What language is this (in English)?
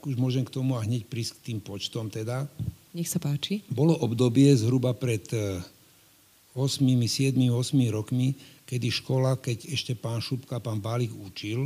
Slovak